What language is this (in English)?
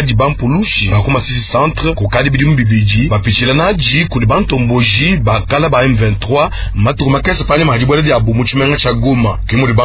Luba-Lulua